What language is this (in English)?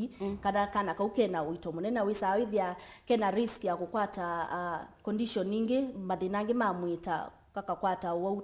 Kamba